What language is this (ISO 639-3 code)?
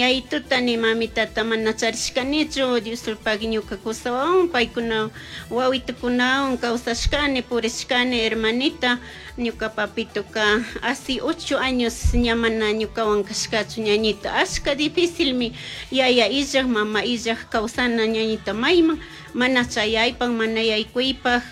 qug